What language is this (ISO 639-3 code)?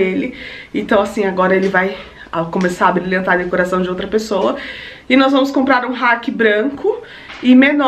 por